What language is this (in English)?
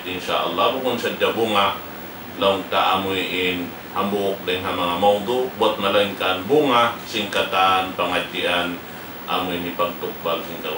Tausug